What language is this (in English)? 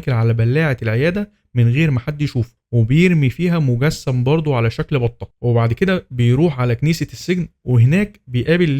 Egyptian Arabic